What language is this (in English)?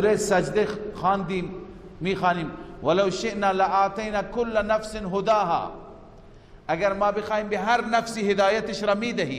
Persian